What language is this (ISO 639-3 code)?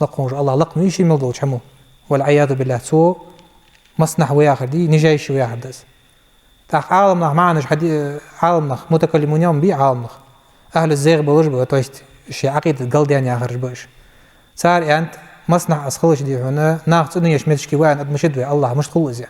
inh